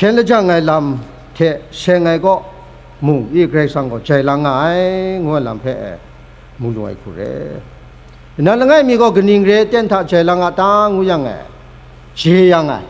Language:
Kachin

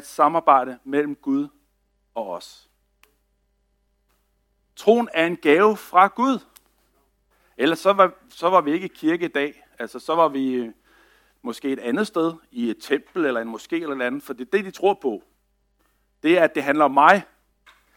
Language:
Danish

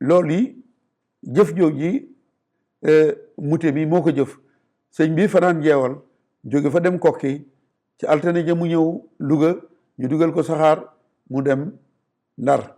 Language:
Wolof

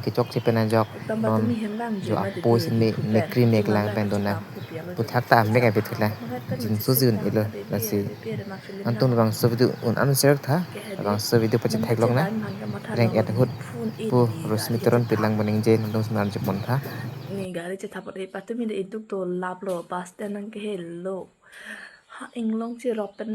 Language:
Karbi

